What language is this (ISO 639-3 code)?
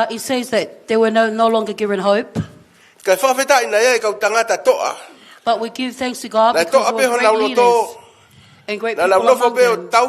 ton